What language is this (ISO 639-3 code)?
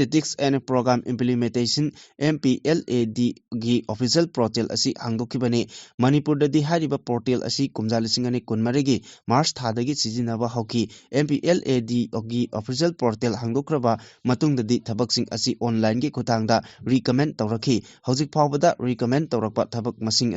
mni